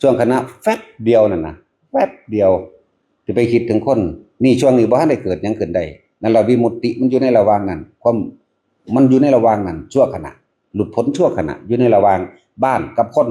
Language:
Northeastern Thai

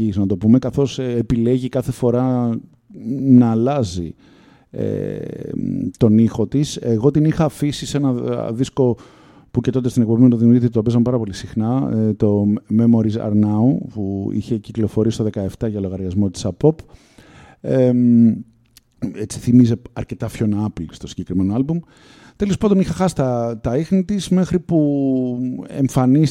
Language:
Greek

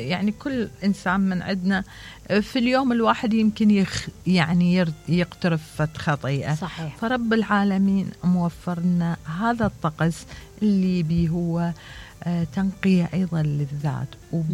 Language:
Mesopotamian Arabic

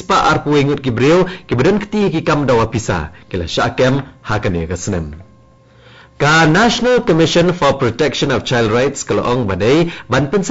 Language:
Khasi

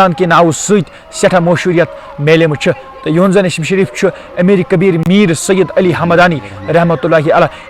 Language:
Kashmiri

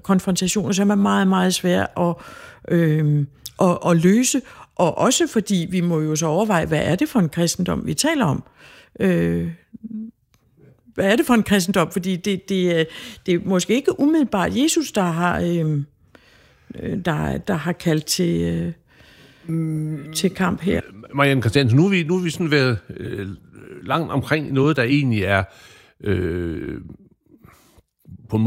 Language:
Danish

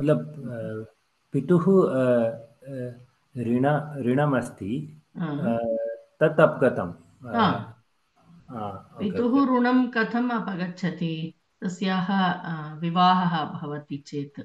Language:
Sanskrit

